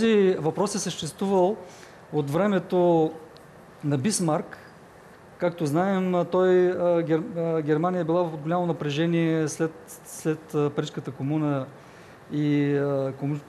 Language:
Bulgarian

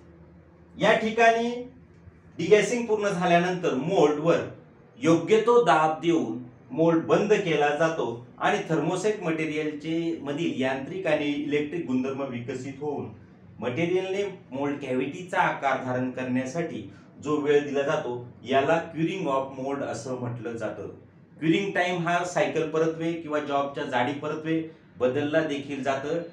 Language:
Marathi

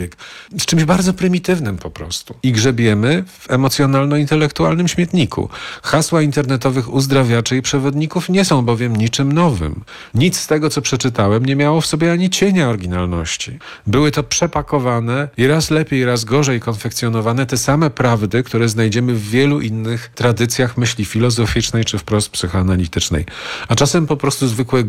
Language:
Polish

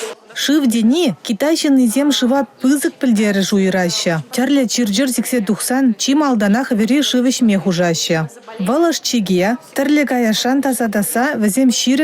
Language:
Chuvash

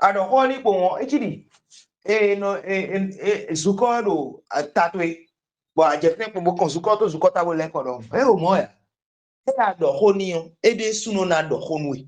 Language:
Fon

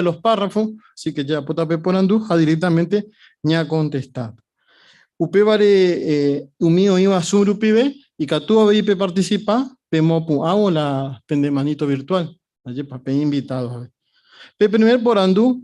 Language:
Guarani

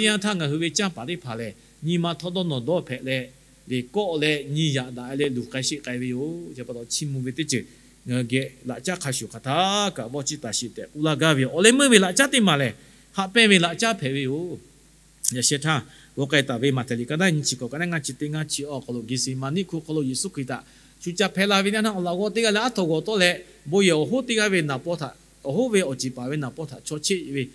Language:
Lahu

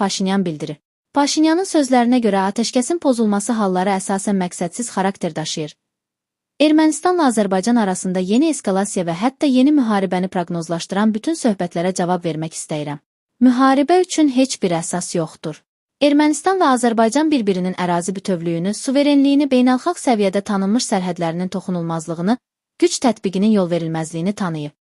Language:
Azerbaijani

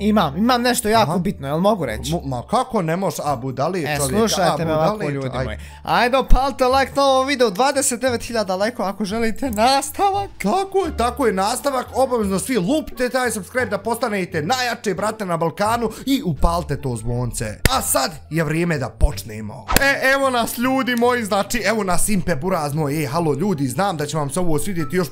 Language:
Bosnian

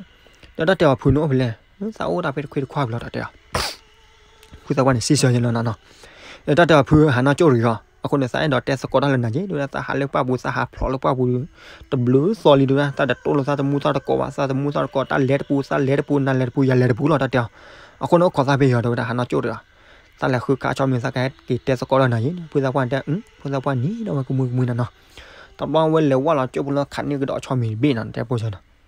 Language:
S'gaw Karen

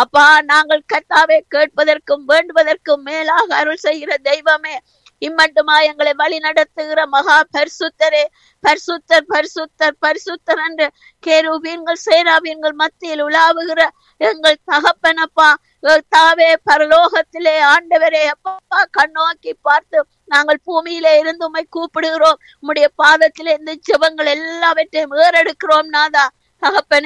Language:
Tamil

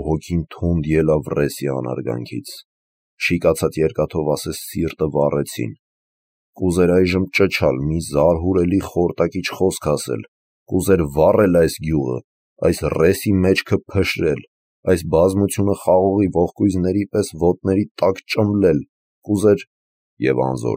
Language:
Armenian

